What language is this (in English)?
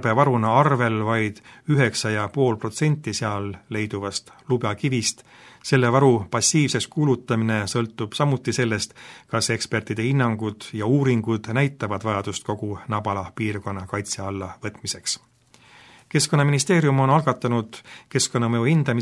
Estonian